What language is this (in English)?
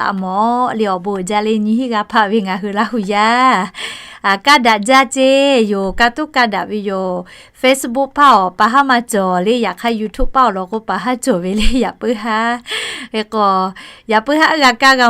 Lahu